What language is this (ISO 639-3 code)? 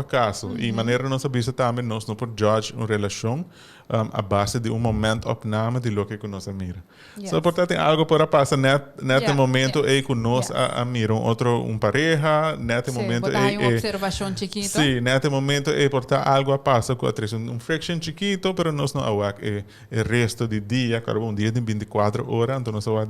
pap